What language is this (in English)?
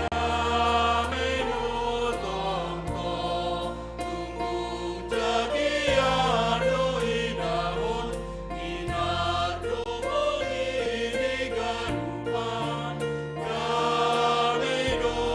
Batak Simalungun